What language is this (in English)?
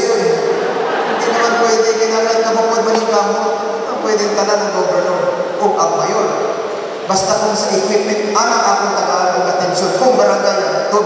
Cebuano